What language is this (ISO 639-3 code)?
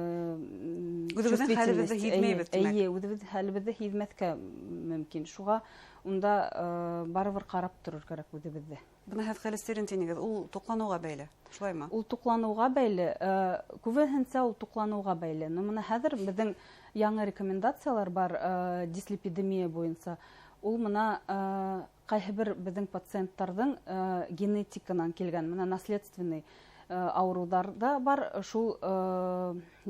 bak